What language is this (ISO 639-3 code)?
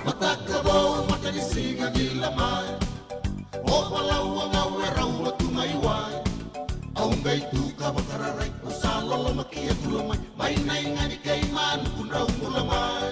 fij